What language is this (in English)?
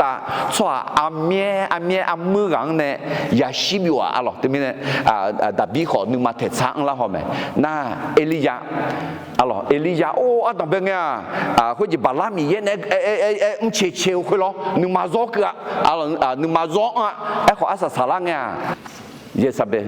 Akha